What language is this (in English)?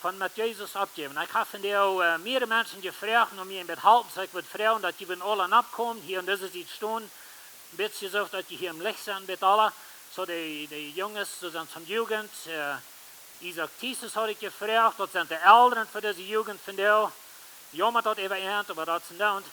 Plautdietsch